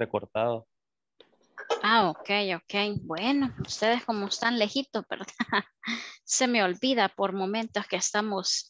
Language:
Spanish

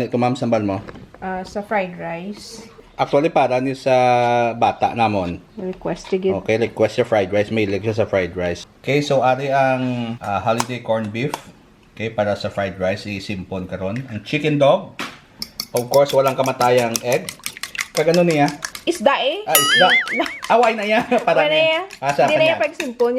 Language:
Hiligaynon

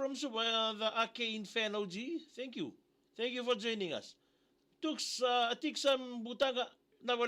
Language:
Fijian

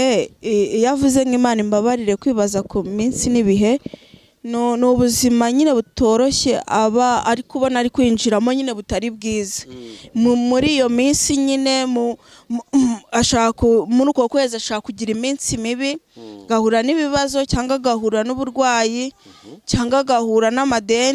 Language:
Kinyarwanda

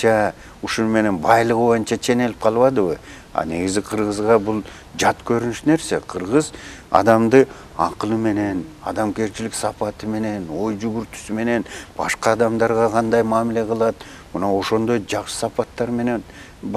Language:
Kyrgyz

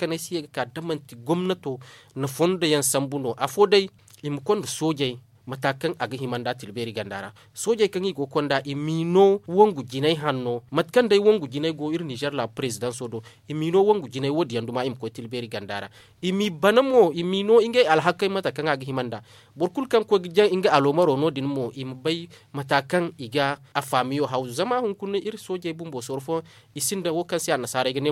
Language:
Zarma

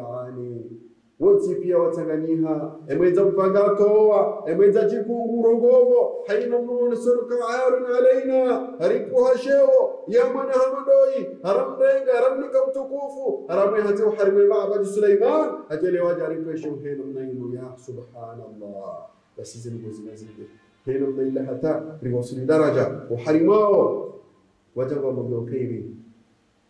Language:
Swahili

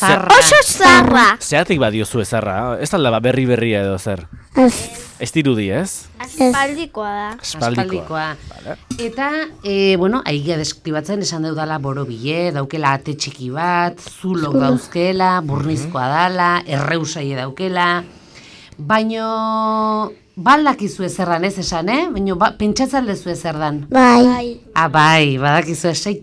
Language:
Basque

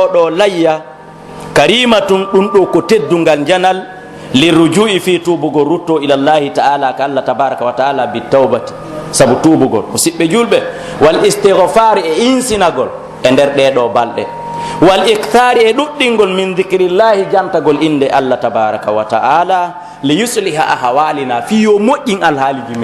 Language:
Pular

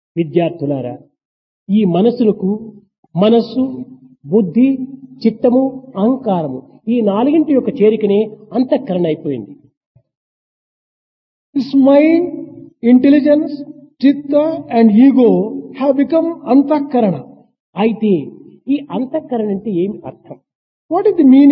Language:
Telugu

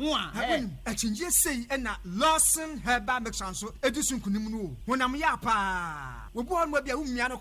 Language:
Akan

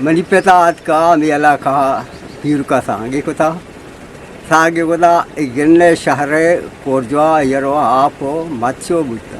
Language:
Eastern Balochi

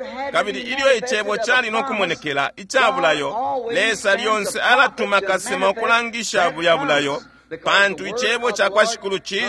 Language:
Bemba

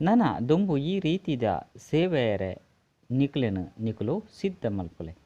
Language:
Tulu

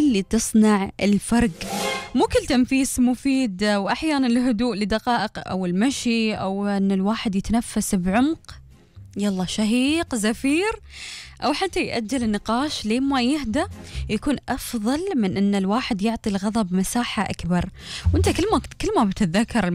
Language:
Gulf Arabic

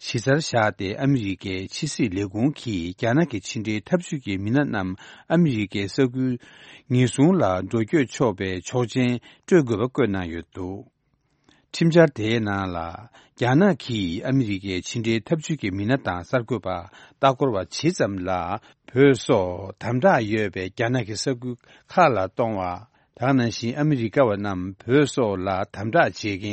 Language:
Tibetan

